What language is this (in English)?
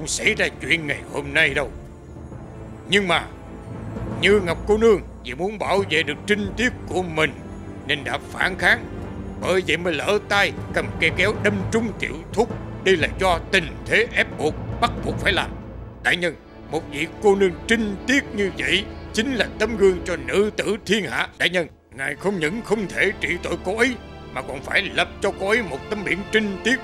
Vietnamese